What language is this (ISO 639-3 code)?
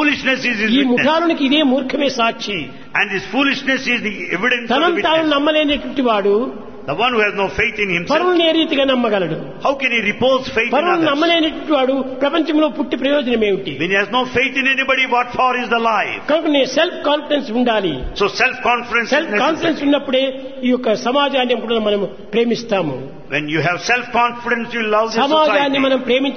tel